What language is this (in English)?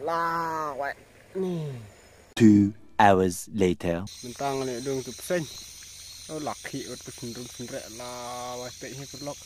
Khasi